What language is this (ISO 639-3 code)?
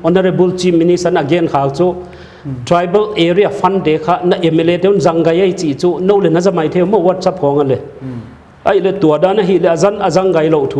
pck